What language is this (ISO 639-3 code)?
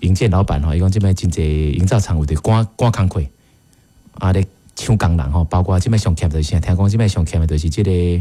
nan